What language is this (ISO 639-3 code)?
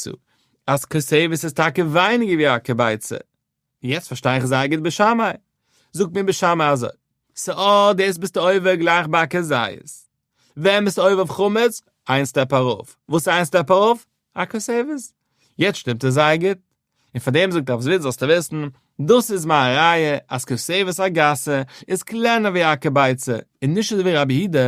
yid